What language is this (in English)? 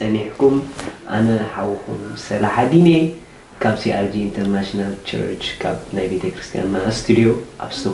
Tigrinya